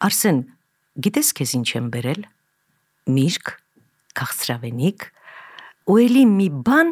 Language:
Armenian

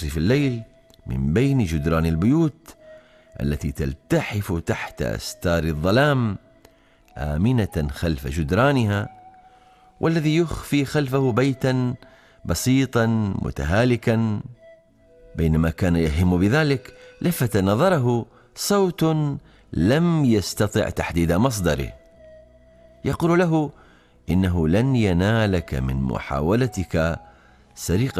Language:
Arabic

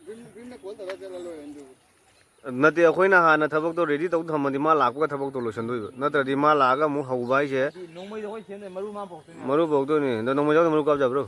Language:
Manipuri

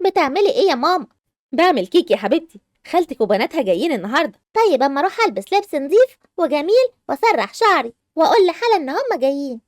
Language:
Egyptian Arabic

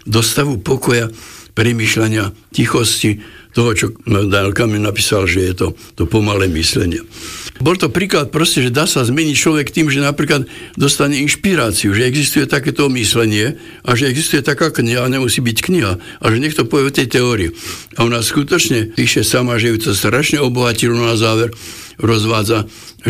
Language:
Slovak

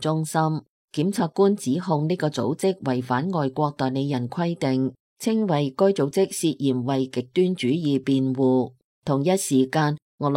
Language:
Cantonese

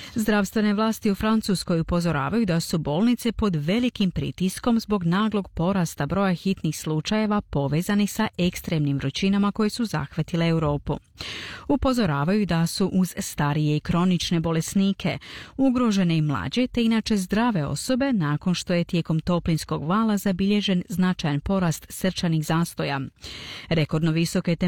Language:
Croatian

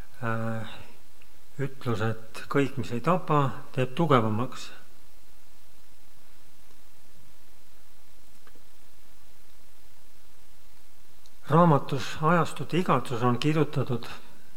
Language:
Estonian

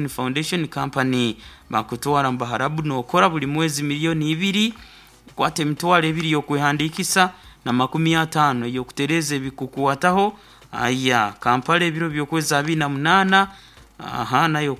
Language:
Nyoro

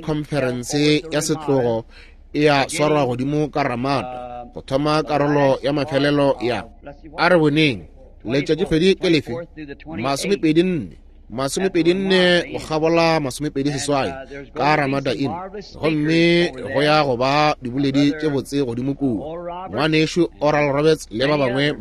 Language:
Northern Sotho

